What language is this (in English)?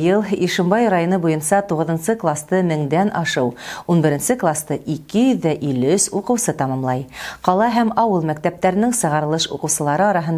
Bashkir